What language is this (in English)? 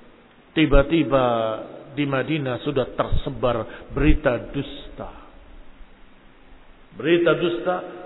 Indonesian